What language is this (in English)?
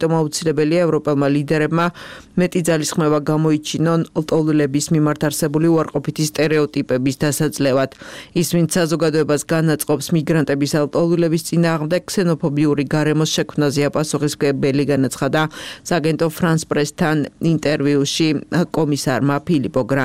Georgian